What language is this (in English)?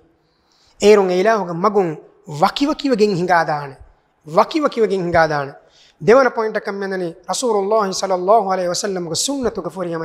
Divehi